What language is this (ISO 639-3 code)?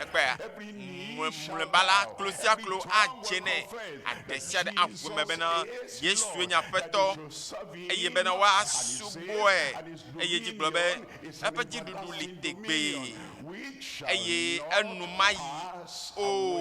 ewe